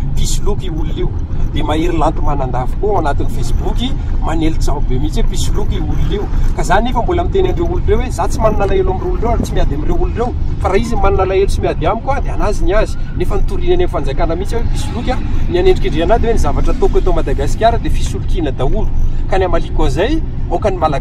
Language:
Malagasy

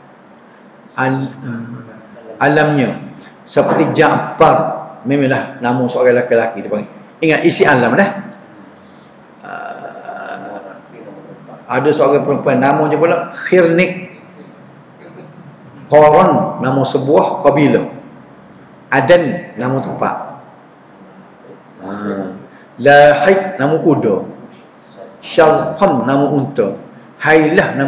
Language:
Malay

